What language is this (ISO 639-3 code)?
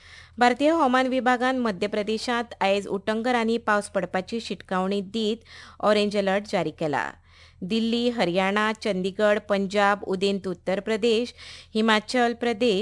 kok